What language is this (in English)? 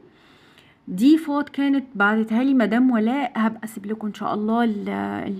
Egyptian Arabic